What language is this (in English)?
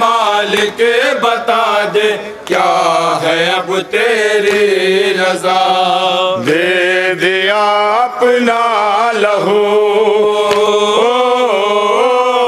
Urdu